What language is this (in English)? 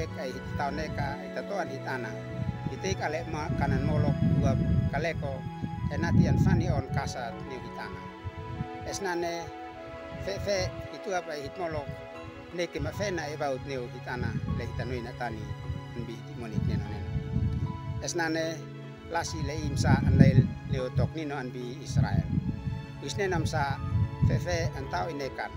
Uab Meto